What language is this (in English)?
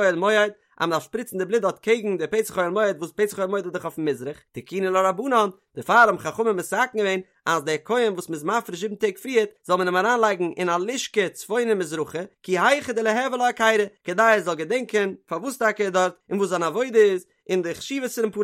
Yiddish